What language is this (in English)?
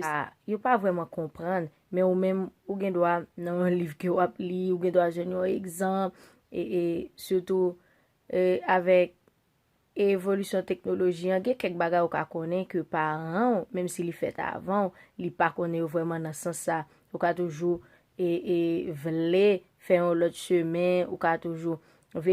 Haitian Creole